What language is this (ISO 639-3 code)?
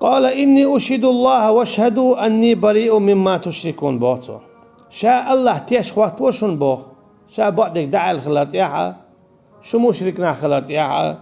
che